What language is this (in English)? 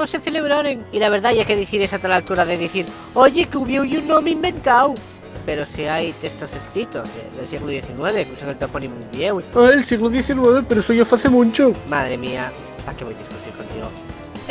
Asturian